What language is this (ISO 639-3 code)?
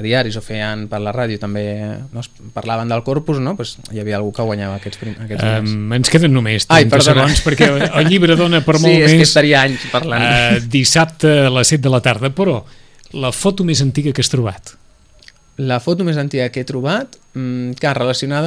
cat